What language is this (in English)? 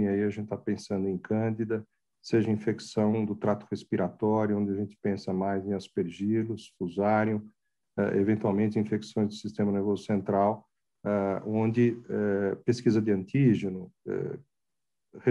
Portuguese